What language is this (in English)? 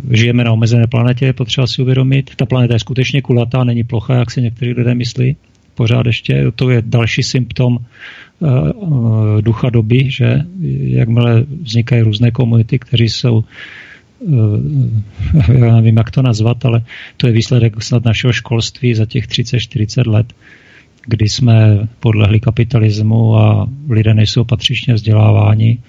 Czech